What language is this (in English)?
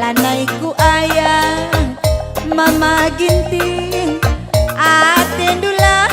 Batak Karo